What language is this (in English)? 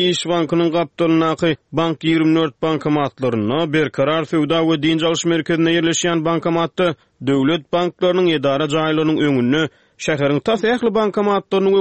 Turkmen